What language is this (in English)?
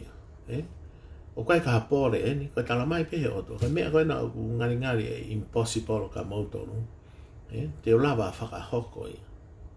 Tongan